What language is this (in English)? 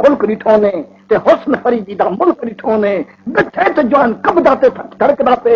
Saraiki